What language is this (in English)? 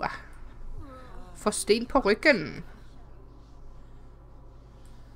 Danish